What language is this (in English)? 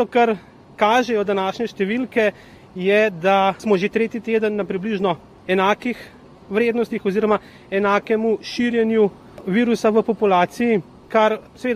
Slovenian